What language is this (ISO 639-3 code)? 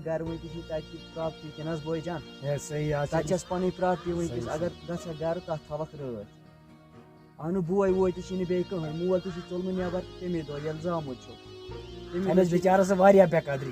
kas